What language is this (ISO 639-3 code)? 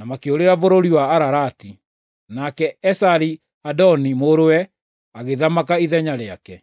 kik